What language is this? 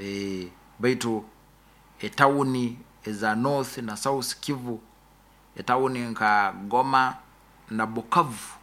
Nyoro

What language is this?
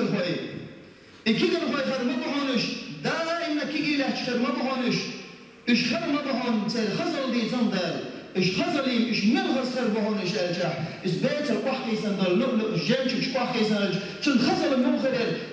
Chechen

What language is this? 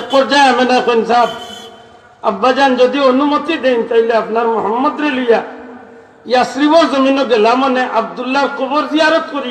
Sylheti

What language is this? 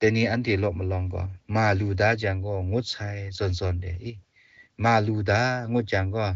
Kachin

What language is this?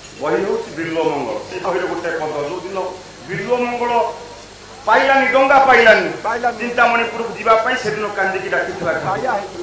Odia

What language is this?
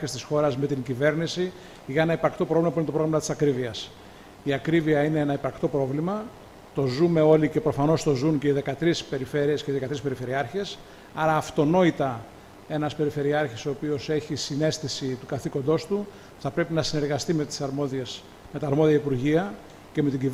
Greek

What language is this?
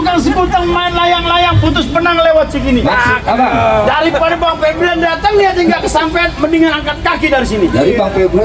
Betawi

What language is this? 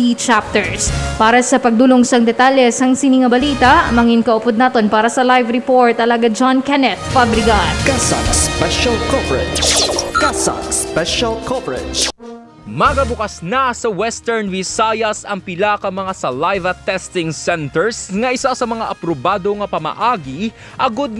Hiligaynon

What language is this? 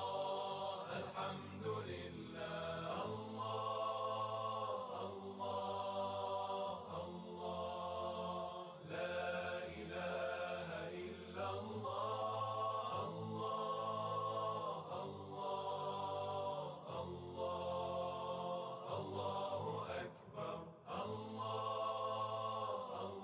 Turkish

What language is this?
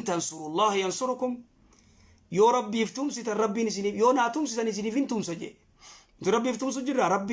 Oromo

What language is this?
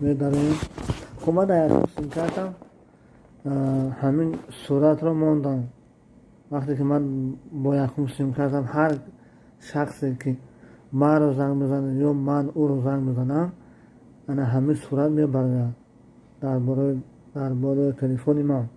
Tajik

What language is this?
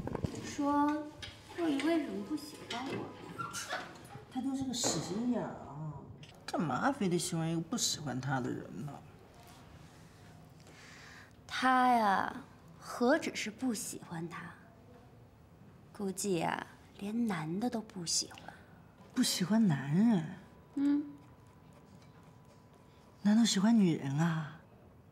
Chinese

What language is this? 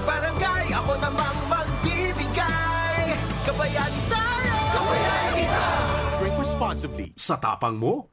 Bikol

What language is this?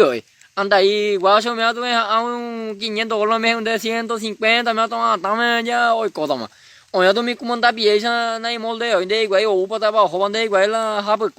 Guarani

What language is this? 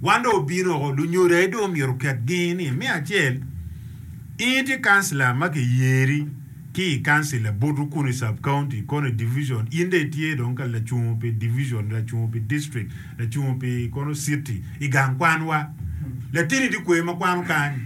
Acoli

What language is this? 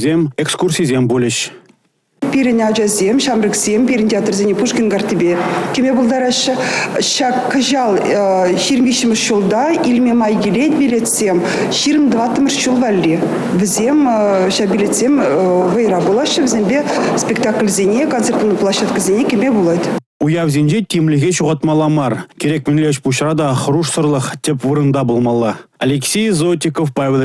Chuvash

